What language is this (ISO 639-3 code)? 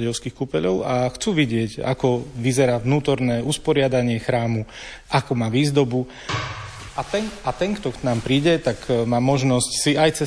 slk